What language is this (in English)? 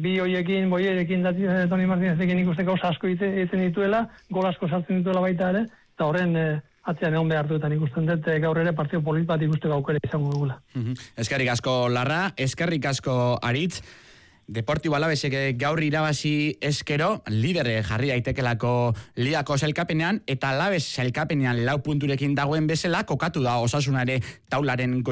Basque